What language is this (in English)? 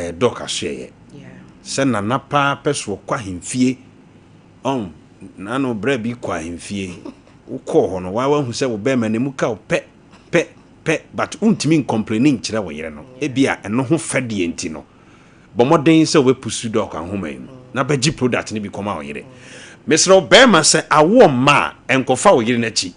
Akan